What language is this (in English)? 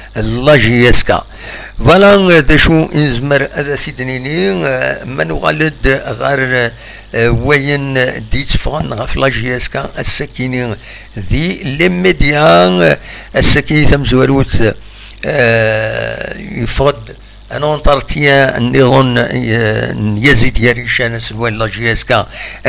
Kabyle